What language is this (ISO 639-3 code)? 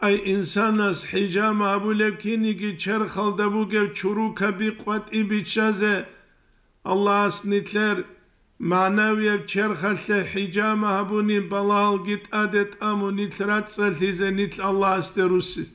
ava